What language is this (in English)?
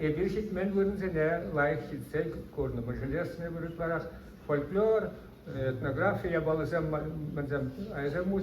Chuvash